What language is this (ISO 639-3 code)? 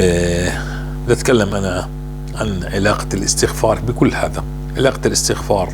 apc